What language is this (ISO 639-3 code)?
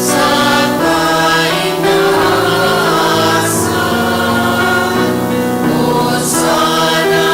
bik